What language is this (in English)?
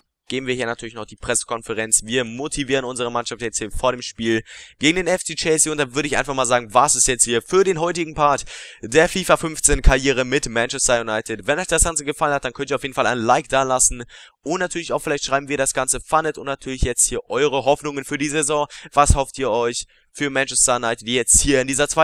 German